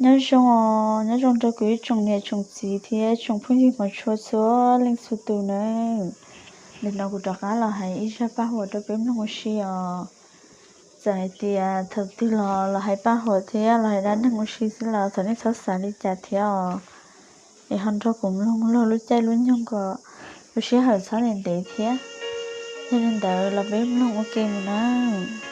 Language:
Hmong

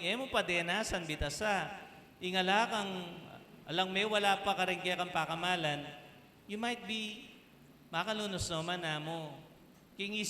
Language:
Pampanga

